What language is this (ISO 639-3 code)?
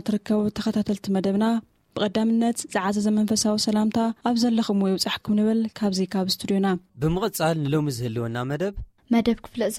tir